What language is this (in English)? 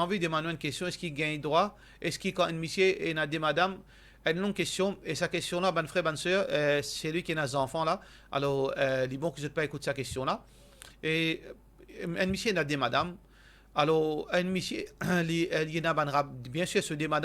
Morisyen